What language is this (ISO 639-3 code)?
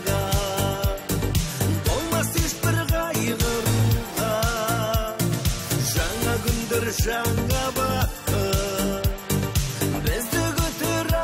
kaz